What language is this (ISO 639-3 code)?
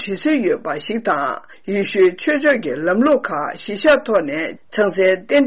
bod